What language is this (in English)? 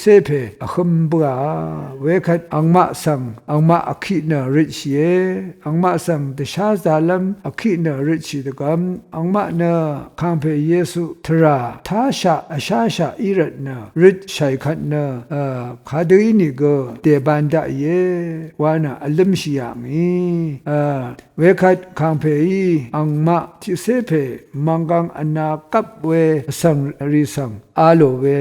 Rawang